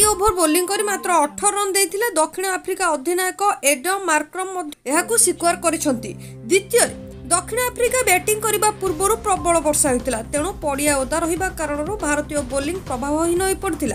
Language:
Odia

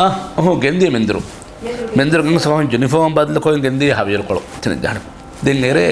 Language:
Divehi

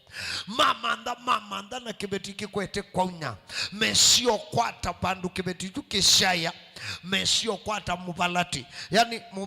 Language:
Kamba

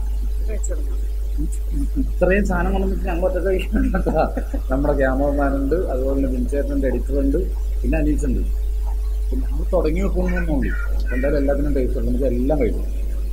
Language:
Malayalam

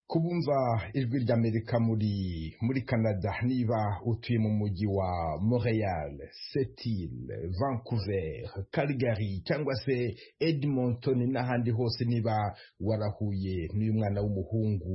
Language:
Kinyarwanda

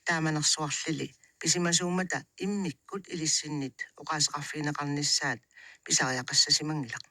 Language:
Kalaallisut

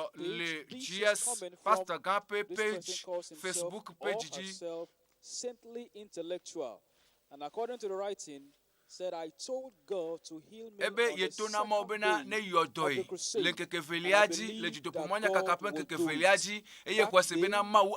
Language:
Ewe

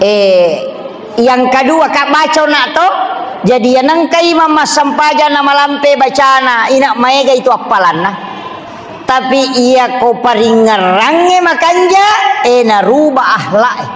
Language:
Buginese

